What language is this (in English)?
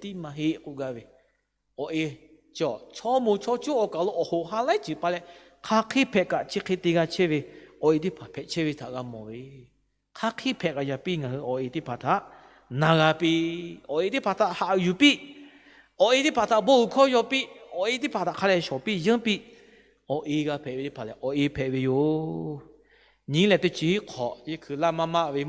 Lahu